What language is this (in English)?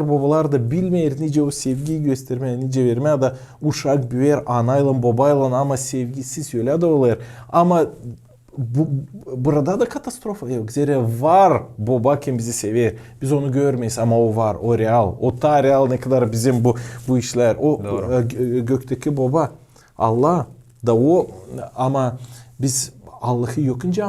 Gagauz